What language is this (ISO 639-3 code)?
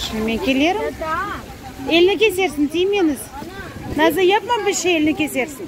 crh